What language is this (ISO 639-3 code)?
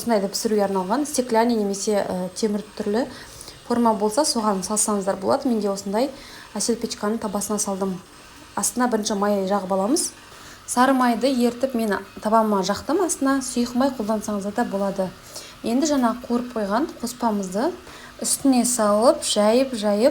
kaz